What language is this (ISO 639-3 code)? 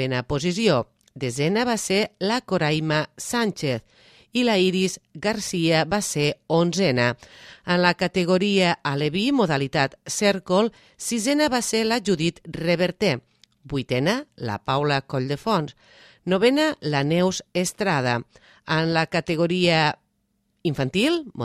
cat